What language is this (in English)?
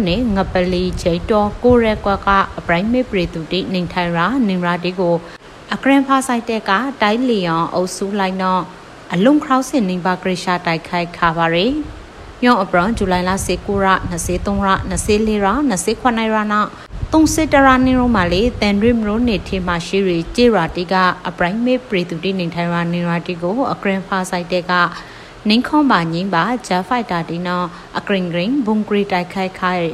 Burmese